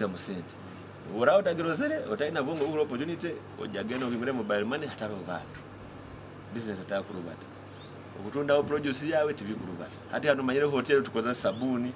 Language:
Nyoro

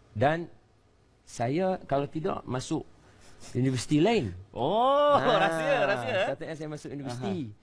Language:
Malay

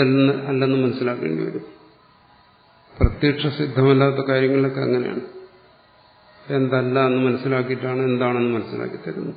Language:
Malayalam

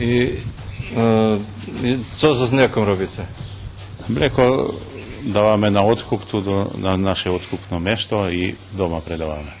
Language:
Rusyn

